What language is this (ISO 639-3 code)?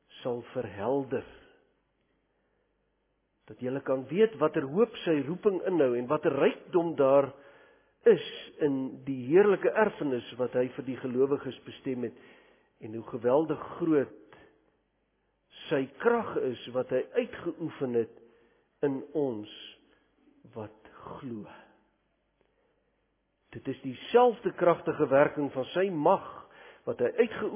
afr